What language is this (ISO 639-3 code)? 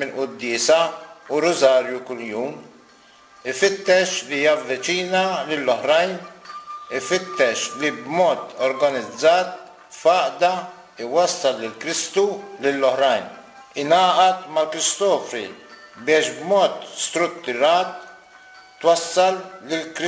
mlt